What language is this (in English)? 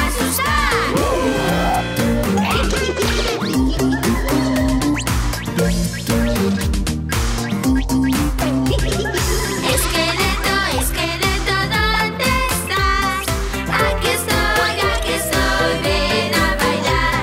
Spanish